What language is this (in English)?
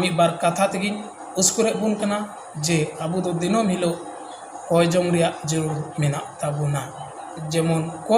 Santali